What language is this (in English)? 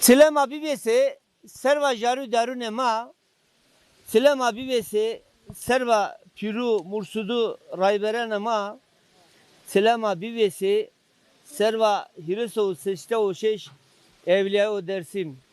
Zaza